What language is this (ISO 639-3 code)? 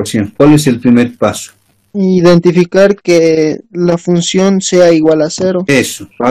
spa